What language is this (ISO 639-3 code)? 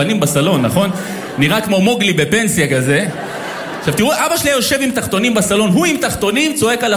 heb